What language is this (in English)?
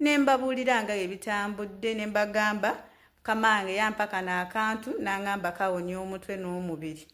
Ganda